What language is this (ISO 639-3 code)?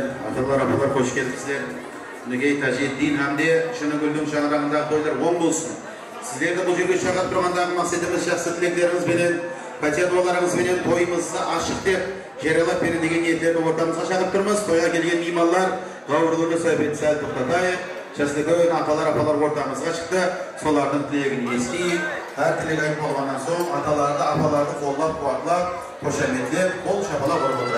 kaa